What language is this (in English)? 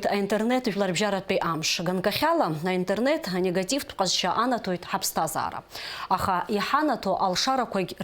Abkhazian